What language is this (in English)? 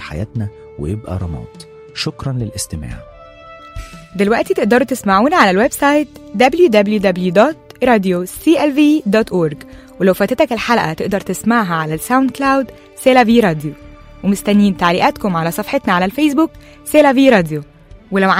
Egyptian Arabic